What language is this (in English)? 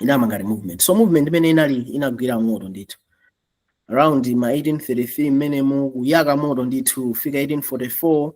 Nyanja